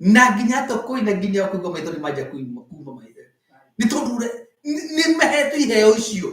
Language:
Kikuyu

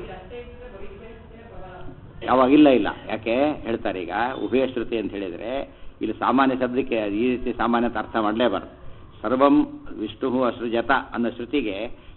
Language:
Kannada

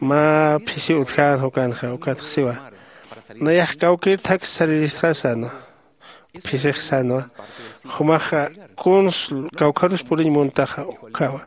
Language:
Aymara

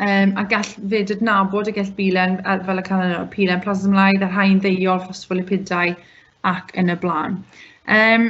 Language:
Welsh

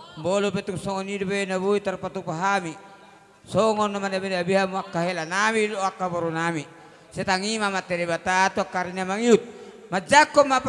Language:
Batak Toba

